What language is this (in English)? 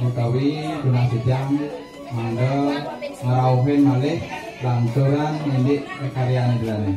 Balinese